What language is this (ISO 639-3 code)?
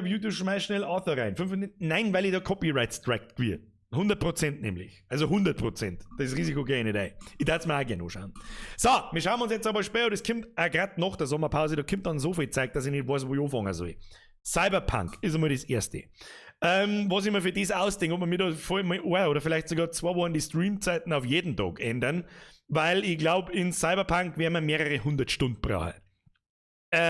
bar